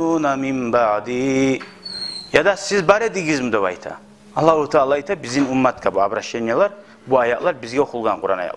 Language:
Kumyk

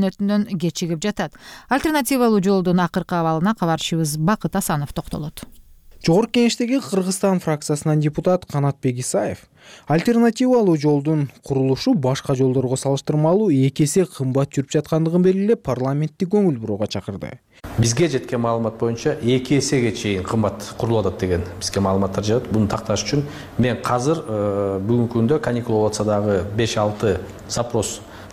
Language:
Kyrgyz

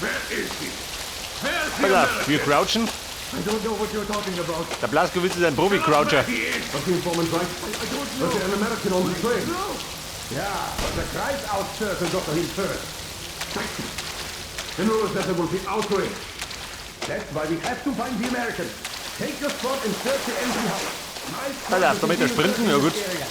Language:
Bavarian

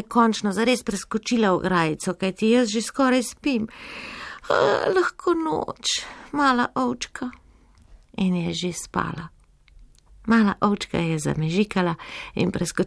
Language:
Slovenian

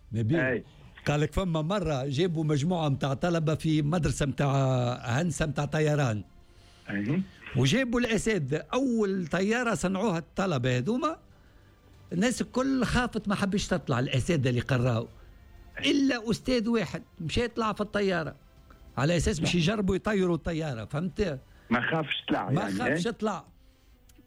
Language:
Tunisian Arabic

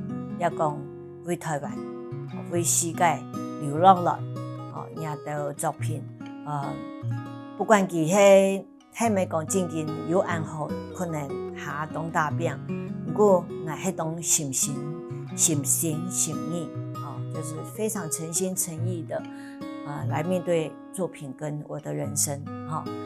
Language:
Hakka Chinese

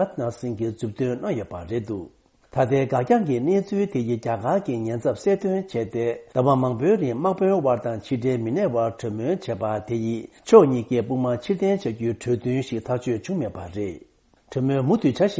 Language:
Tibetan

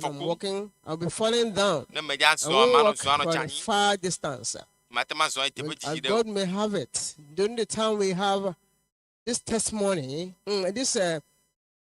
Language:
Ewe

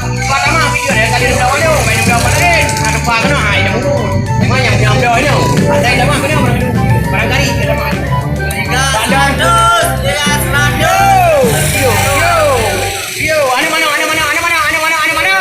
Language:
Achinese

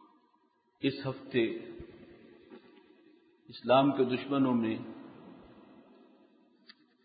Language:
Urdu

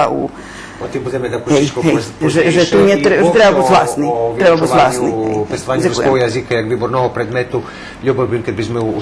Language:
Rusyn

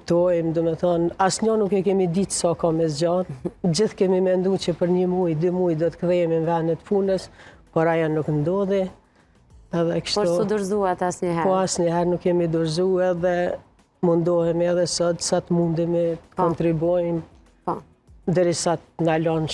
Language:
Albanian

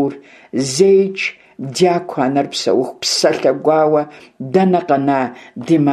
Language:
Kabardian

